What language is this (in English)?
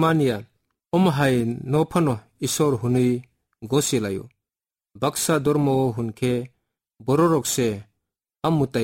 Kok Borok